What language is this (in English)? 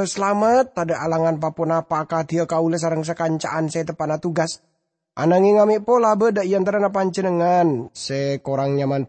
Madurese